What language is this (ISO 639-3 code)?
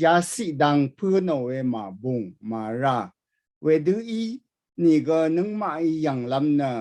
raw